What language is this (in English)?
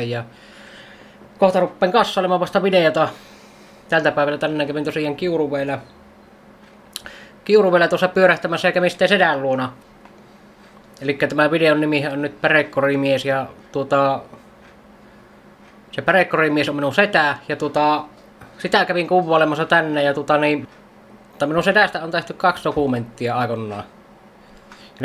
Finnish